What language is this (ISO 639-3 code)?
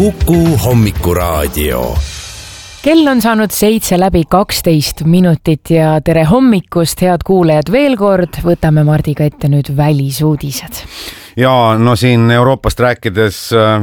est